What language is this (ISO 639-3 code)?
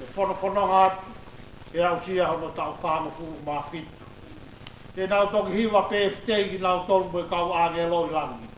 ton